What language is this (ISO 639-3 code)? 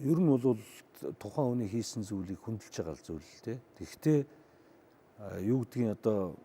mon